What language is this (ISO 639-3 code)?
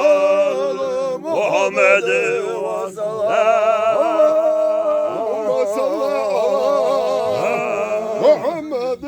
che